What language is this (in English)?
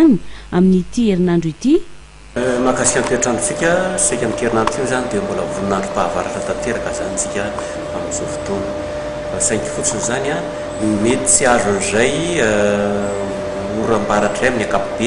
Malagasy